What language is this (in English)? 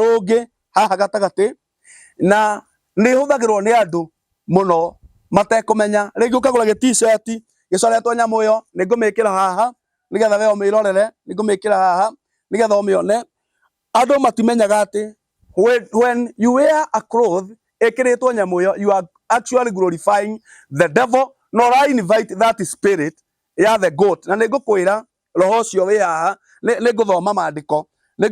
Kikuyu